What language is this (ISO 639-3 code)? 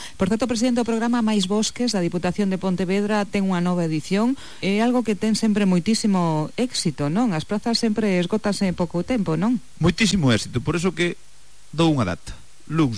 glg